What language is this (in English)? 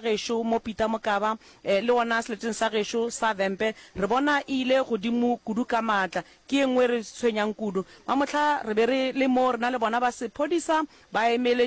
Northern Sotho